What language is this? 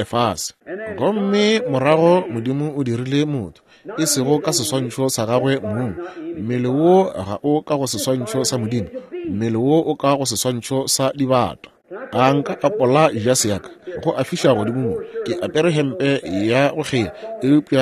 Northern Sotho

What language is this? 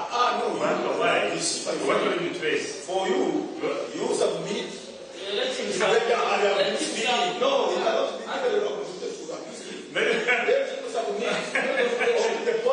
Nyankole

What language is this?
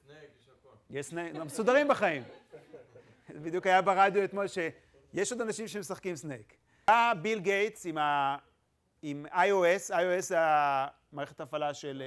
Hebrew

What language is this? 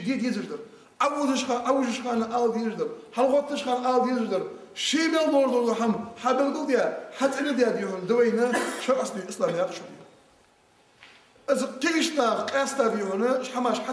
Ingush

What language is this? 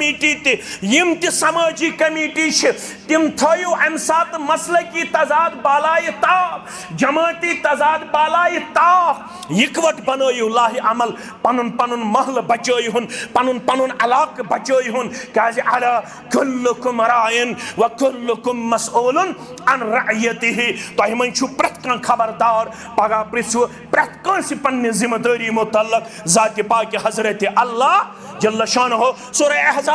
Kashmiri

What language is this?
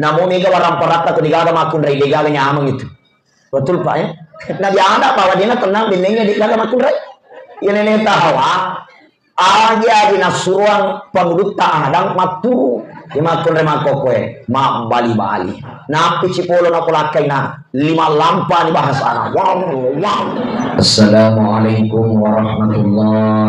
Buginese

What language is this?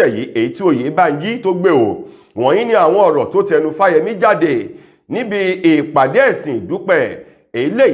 Yoruba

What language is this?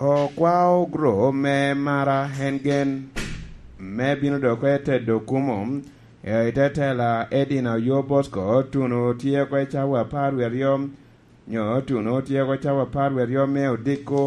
Lango (Uganda)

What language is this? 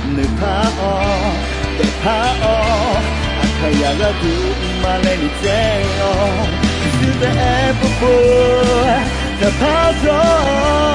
Akha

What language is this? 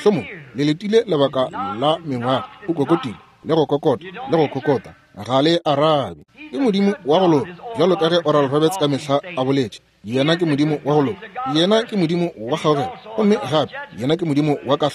Northern Sotho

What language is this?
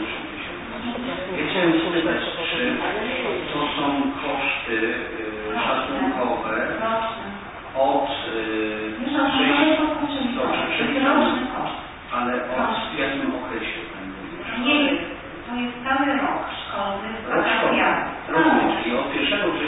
Polish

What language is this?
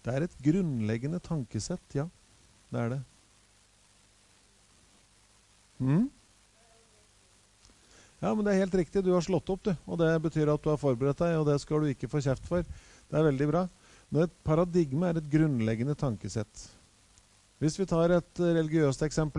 Norwegian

